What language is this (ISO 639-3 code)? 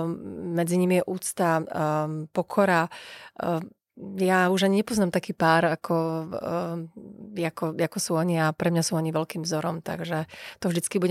slk